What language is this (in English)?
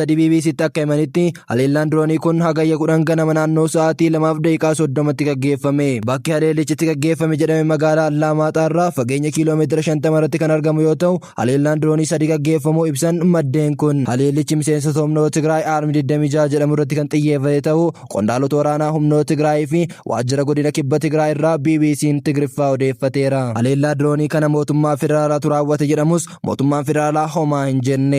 Oromo